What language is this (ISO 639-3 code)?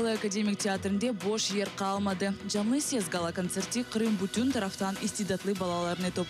crh